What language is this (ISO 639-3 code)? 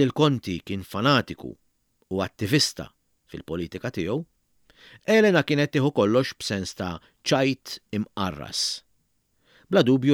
mlt